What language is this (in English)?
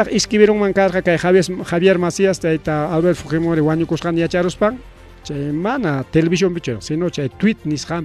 Ayacucho Quechua